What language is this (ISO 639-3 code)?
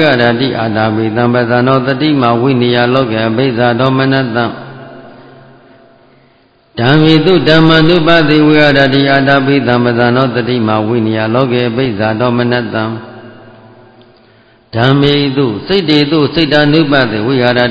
mya